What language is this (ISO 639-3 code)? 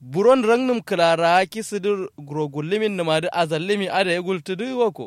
kau